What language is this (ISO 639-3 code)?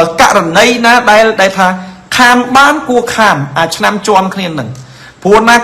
khm